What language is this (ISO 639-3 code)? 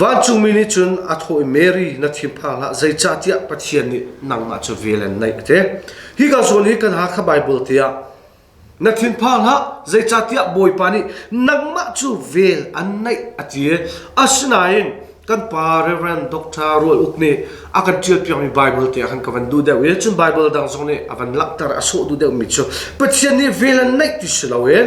cnh